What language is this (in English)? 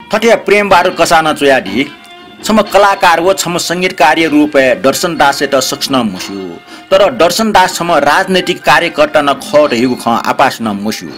Newari